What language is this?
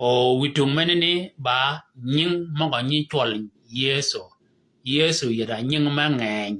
Shilluk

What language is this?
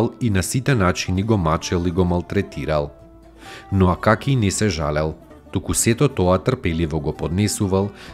Macedonian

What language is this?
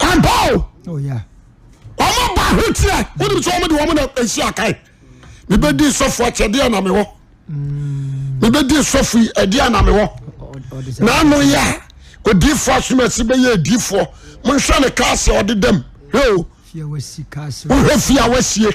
Akan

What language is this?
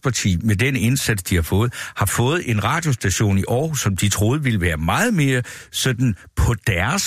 Danish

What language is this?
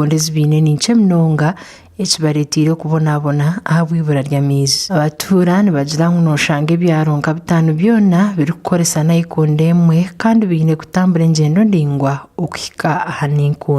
Nyankole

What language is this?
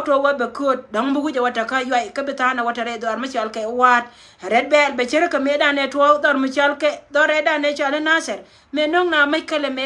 Nuer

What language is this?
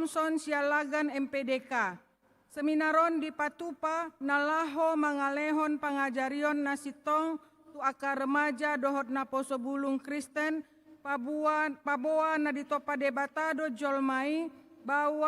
Batak Toba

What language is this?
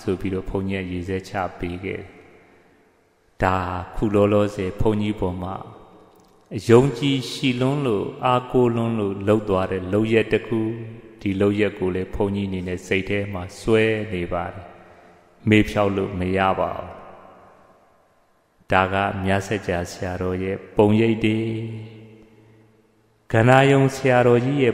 Burmese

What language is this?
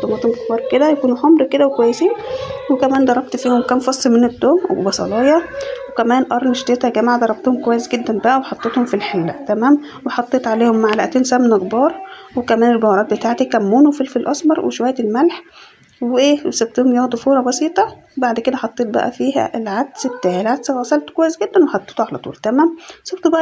Egyptian Arabic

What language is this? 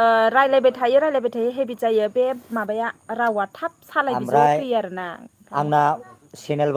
Bodo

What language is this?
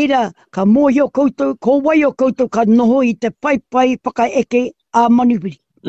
Māori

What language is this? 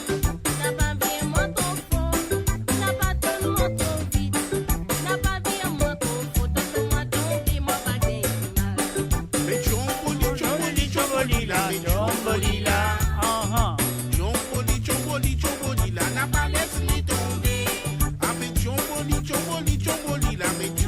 Morisyen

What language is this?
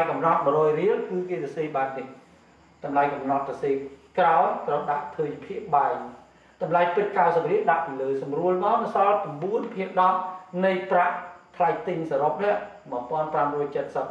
Khmer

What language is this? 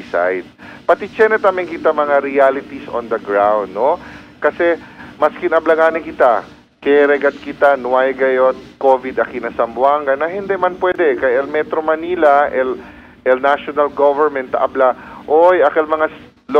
Chavacano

